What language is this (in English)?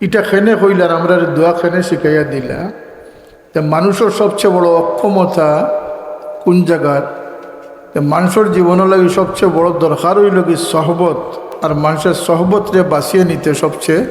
Sylheti